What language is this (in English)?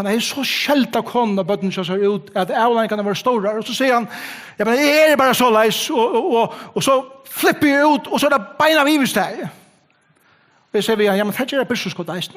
Faroese